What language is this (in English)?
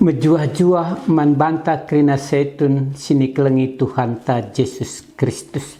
Batak Karo